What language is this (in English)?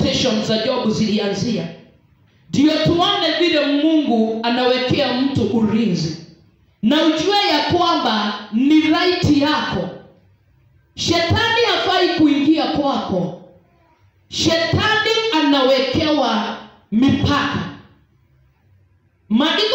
Swahili